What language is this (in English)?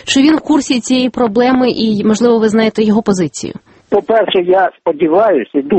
Ukrainian